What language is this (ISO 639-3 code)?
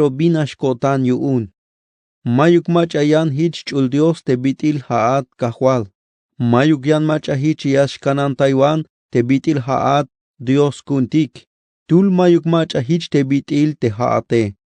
tzh